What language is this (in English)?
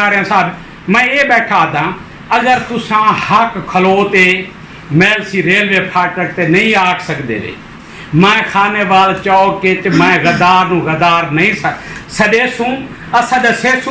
Saraiki